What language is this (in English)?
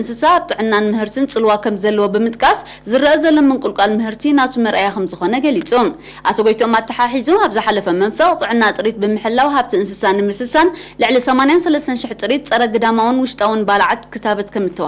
Tigrinya